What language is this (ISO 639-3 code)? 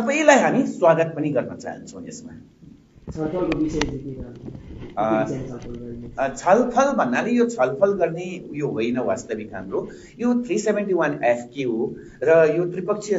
nep